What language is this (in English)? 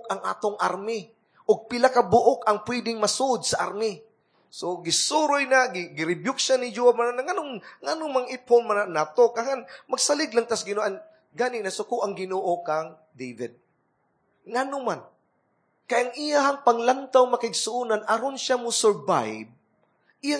Cebuano